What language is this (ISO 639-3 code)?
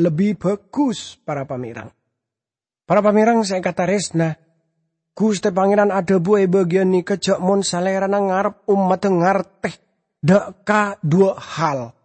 mad